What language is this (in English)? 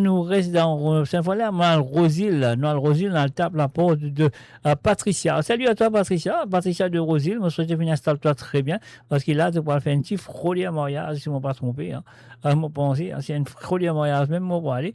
Morisyen